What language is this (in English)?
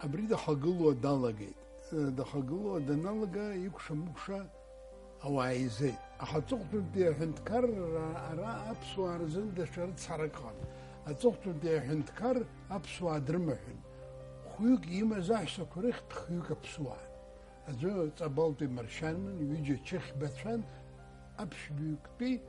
Abkhazian